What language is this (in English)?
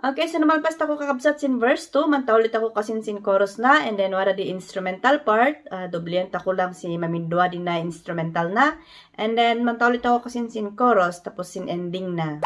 Kankanaey